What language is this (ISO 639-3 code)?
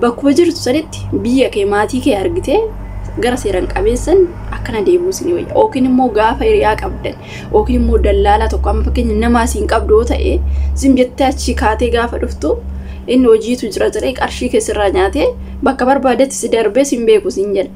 orm